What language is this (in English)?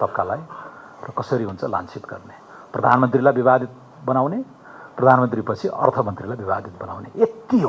Nepali